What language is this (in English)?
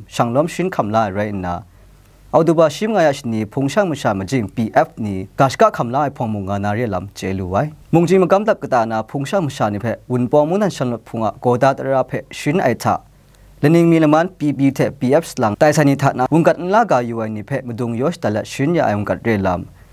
Kachin